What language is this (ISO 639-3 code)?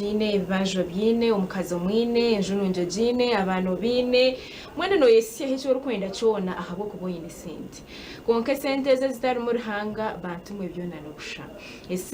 nyn